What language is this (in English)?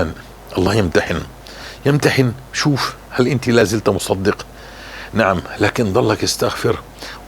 North Levantine Arabic